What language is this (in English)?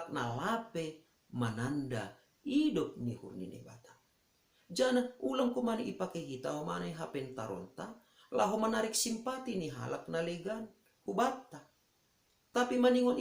Batak Simalungun